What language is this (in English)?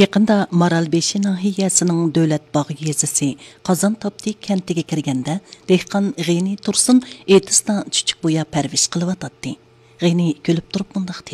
Uyghur